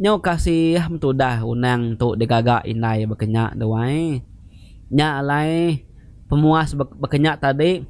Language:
Iban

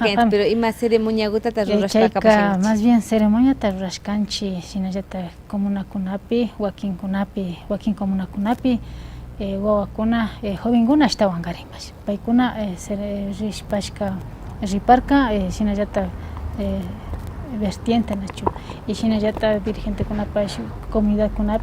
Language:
Imbabura Highland Quichua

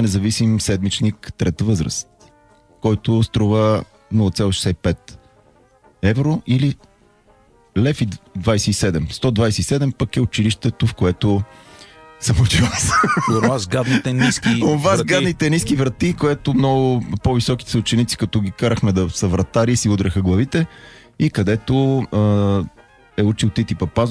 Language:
Bulgarian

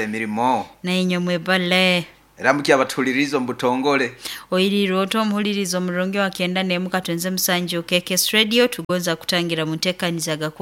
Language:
Nyoro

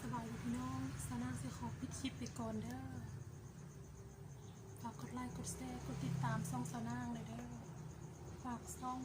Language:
Lao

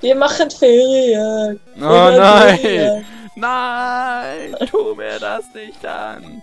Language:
Swiss German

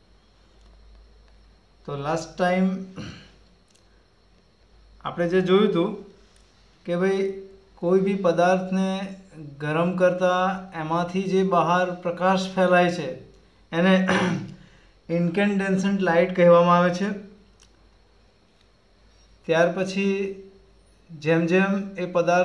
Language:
Gujarati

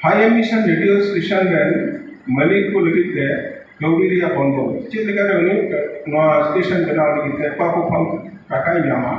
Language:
Santali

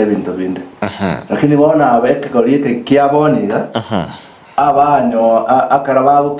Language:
Gusii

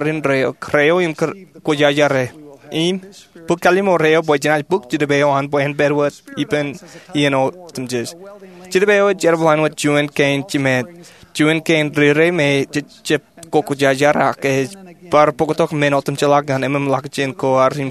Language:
Marshallese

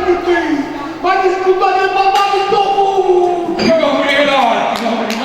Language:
Neapolitan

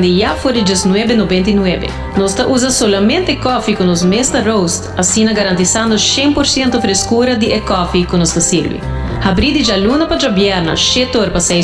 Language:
Papiamento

